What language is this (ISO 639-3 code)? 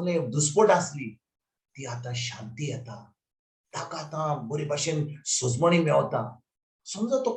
kok